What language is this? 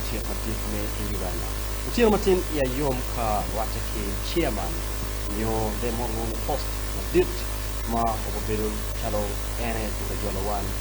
Acoli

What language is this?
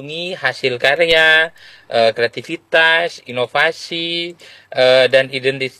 Indonesian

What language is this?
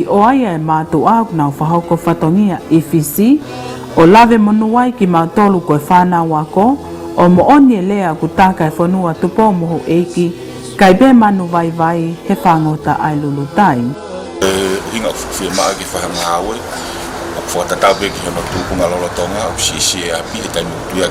Tongan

